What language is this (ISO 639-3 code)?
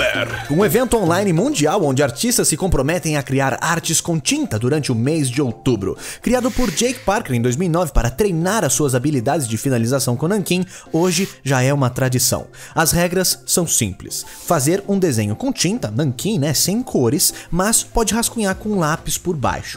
por